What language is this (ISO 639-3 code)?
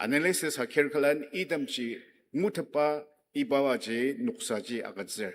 njo